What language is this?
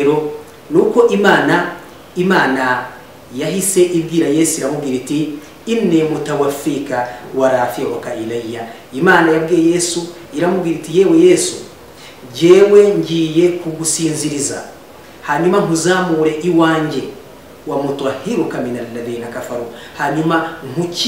Kinyarwanda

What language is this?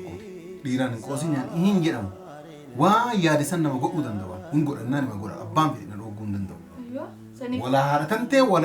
Oromo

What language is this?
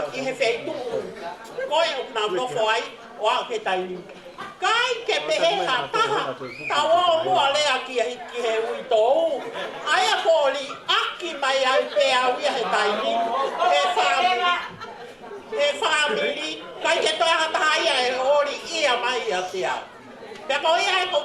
Tongan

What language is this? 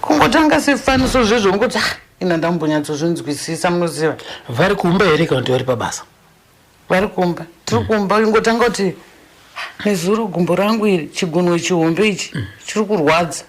Shona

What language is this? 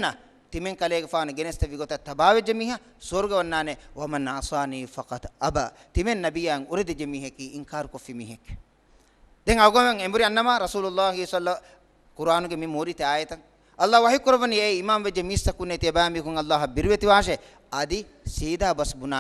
Divehi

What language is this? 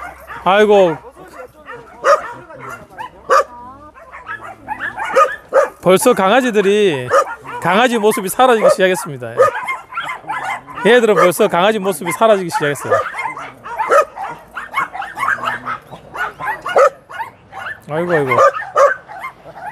Korean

